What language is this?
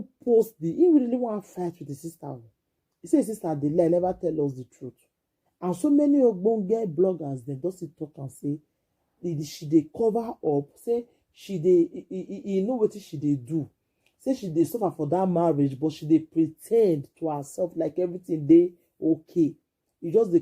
Nigerian Pidgin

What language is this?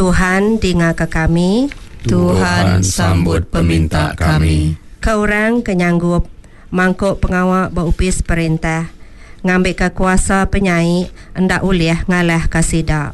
Iban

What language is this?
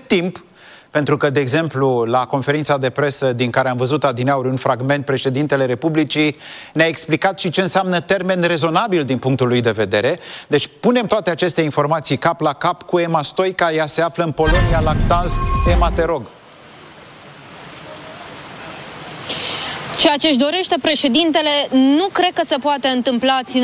Romanian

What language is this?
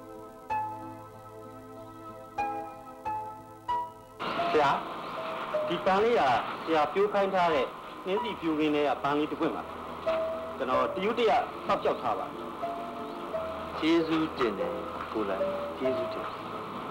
Burmese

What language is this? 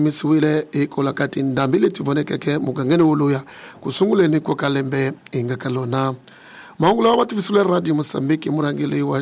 Tsonga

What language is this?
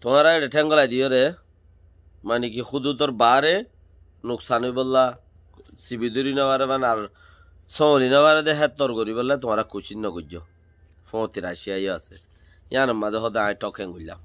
Rohingya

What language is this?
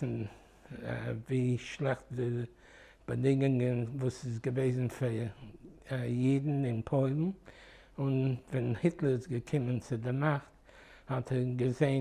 Yiddish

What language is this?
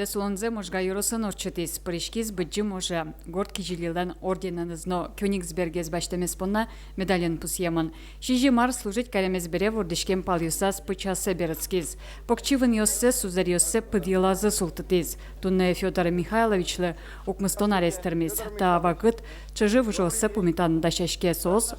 Udmurt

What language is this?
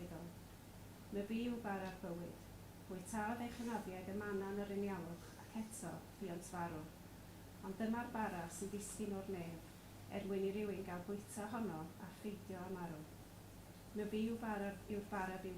Welsh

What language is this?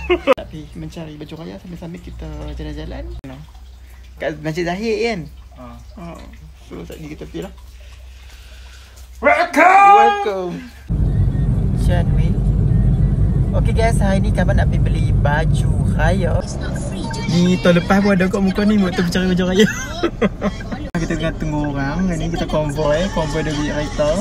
Malay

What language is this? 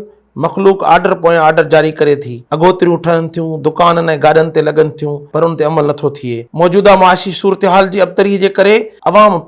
Sindhi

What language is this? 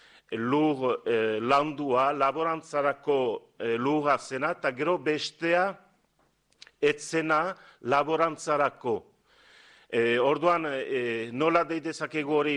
Basque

